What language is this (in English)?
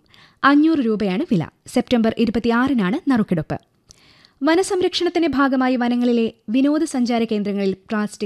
Malayalam